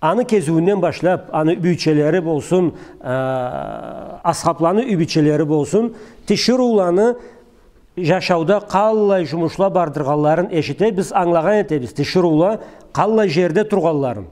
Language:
Karachay-Balkar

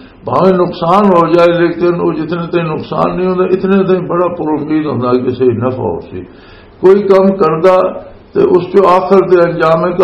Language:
Western Panjabi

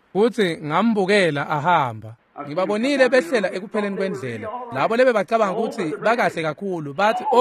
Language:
Swati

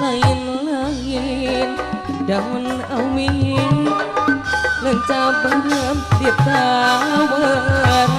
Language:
Sundanese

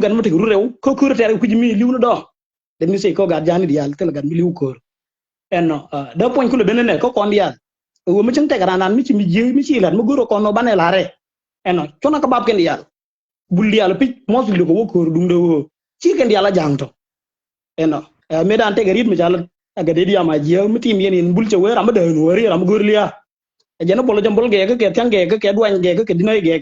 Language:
Nuer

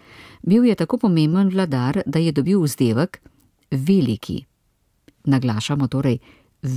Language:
Slovenian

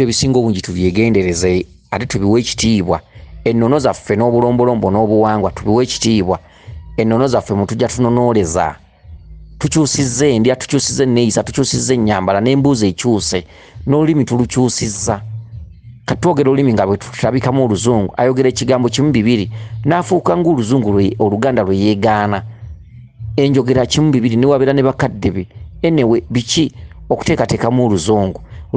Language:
Ganda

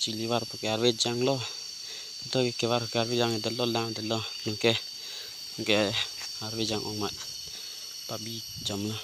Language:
Karbi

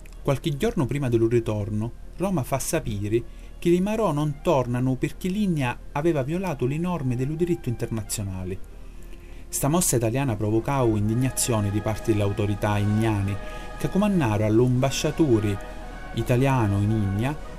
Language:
Sicilian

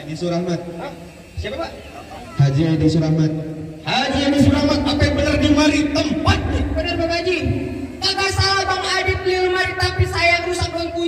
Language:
Betawi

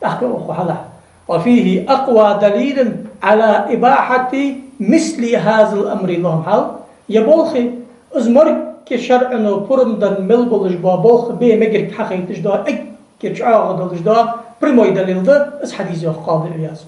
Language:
Ingush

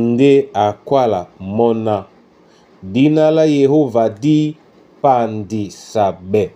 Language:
Duala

